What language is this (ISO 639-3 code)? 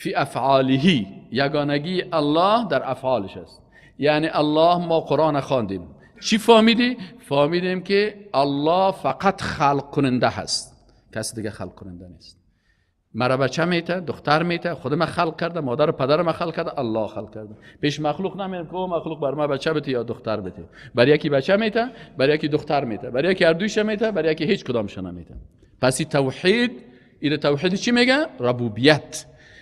fas